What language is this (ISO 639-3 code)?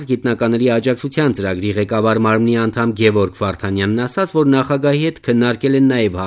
hye